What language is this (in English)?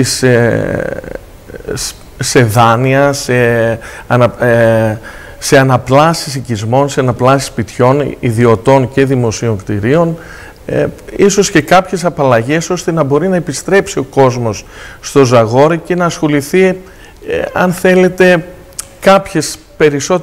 Greek